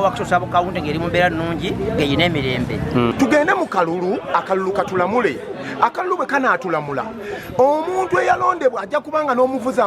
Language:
Ganda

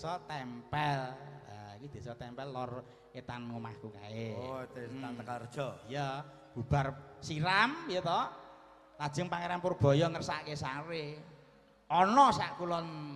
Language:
Javanese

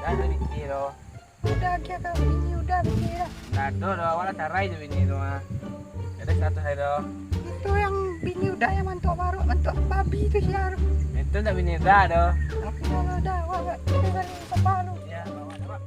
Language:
Minangkabau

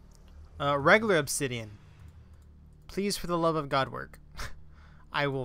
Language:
English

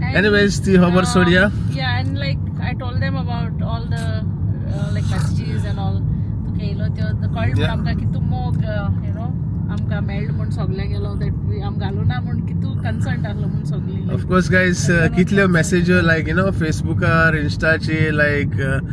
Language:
Konkani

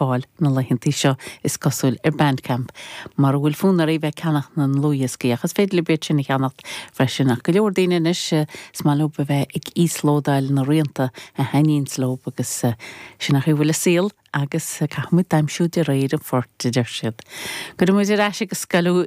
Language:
Irish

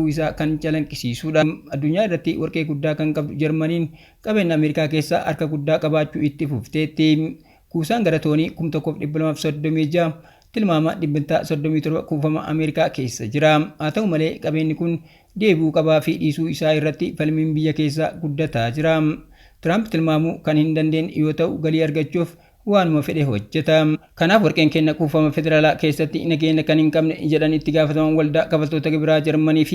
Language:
Oromo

